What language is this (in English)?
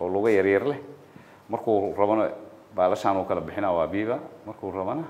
Somali